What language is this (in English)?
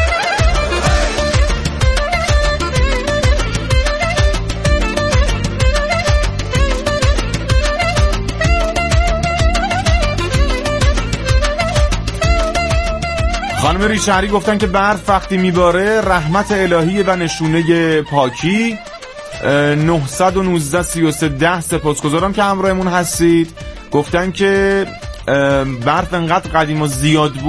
Persian